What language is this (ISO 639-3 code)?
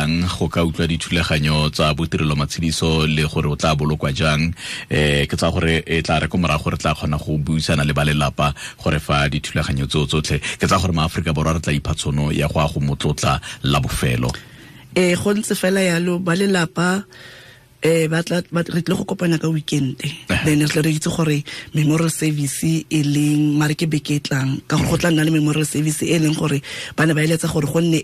tsn